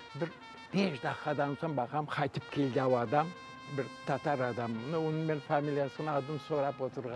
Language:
Crimean Tatar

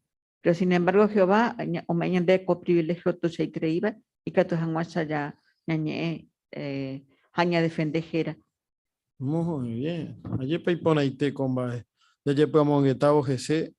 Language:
Guarani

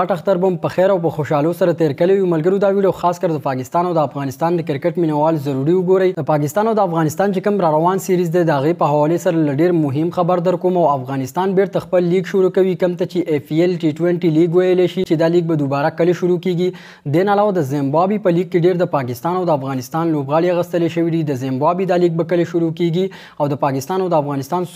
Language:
Pashto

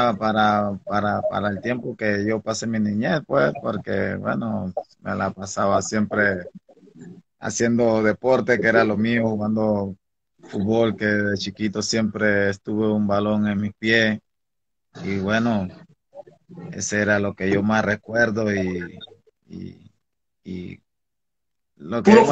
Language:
Spanish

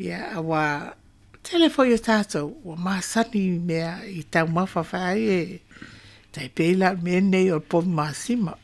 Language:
Samoan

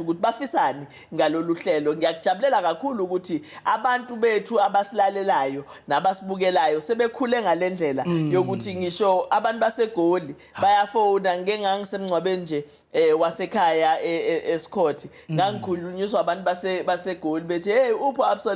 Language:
Zulu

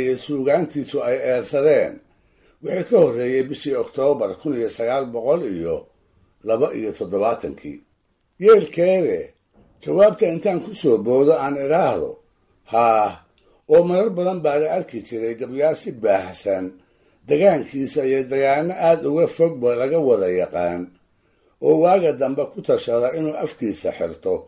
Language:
Somali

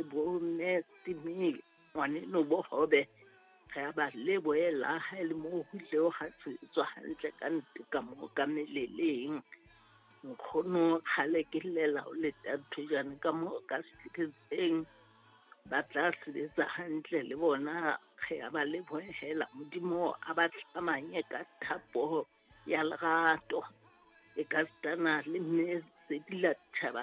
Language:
Southern Sotho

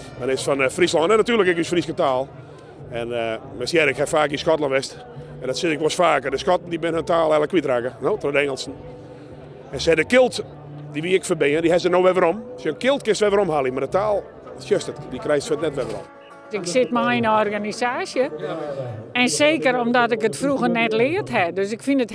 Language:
Western Frisian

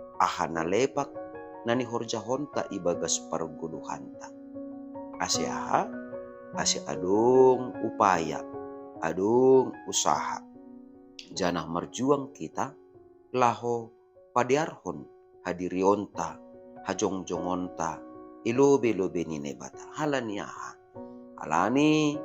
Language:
Batak Simalungun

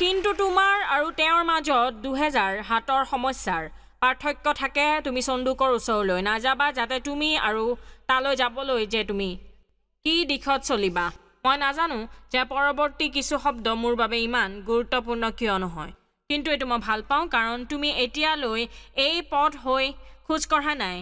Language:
Assamese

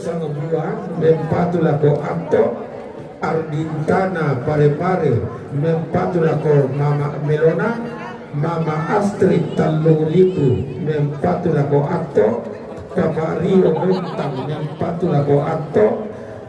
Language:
Toraja-Sa'dan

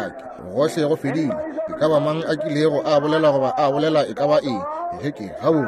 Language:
Northern Sotho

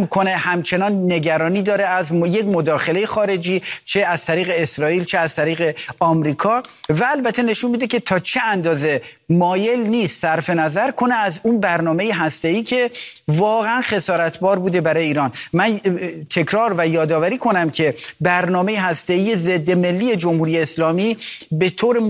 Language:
Persian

